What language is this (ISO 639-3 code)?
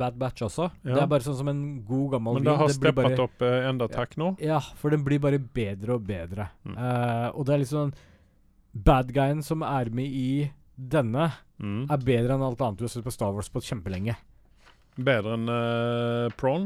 nor